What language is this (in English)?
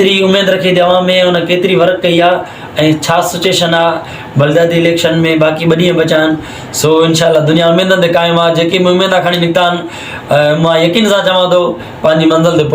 Sindhi